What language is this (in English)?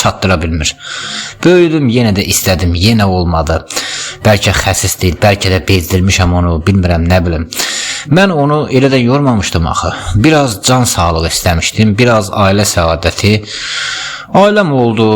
Azerbaijani